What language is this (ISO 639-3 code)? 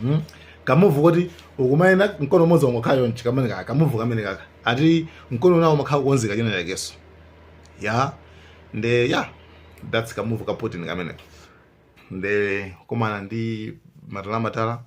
nya